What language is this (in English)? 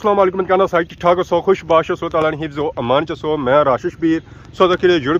Pahari-Potwari